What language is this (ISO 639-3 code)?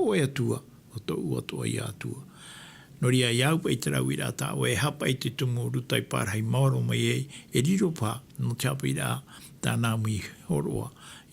tah